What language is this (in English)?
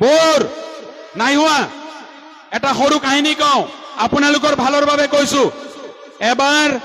Assamese